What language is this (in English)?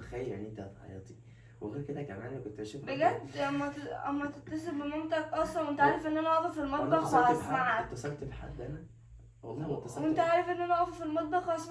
Egyptian Arabic